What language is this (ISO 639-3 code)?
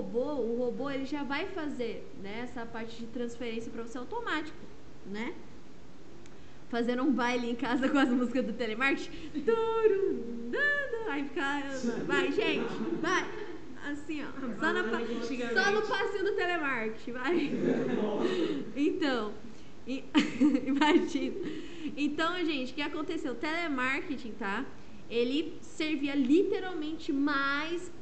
por